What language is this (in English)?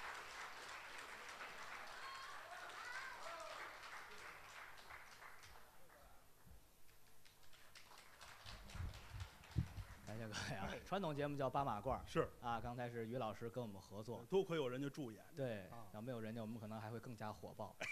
Chinese